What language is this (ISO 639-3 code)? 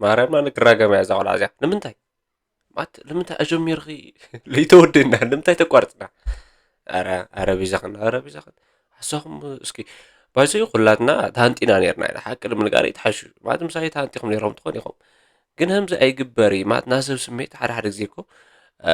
tir